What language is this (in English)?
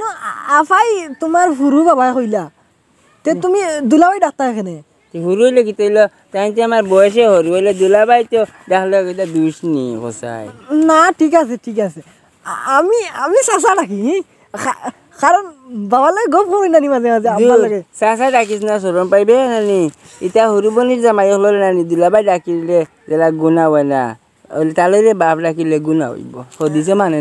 Sylheti